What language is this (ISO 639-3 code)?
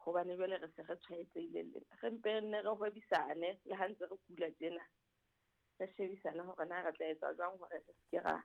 sot